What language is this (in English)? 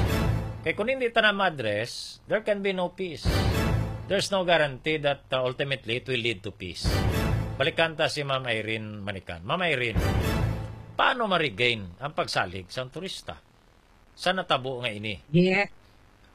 Hiligaynon